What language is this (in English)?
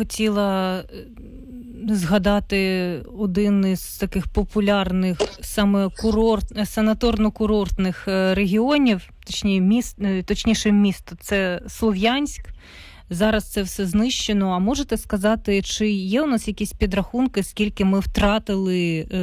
Ukrainian